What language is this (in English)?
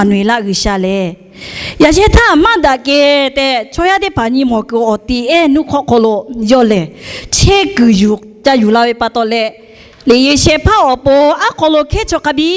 Lahu